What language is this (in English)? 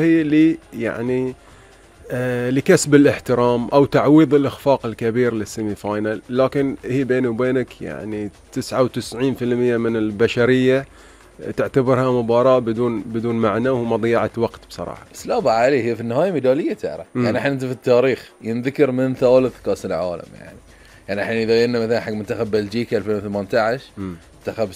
Gulf Arabic